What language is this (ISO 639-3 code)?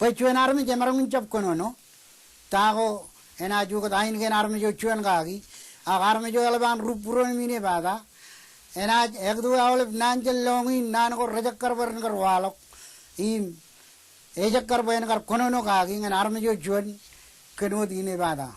mah